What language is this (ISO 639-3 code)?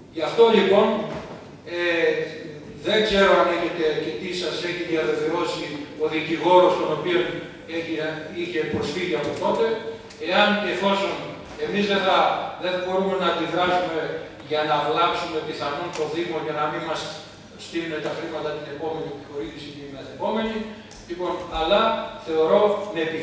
ell